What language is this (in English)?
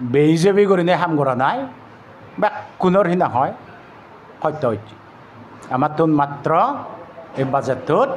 Chakma